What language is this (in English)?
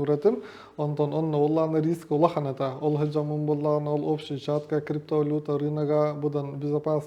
Yakut